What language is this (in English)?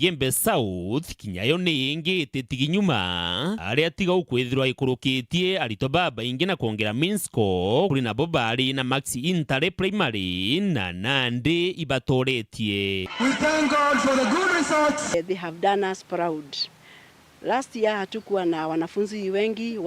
Meru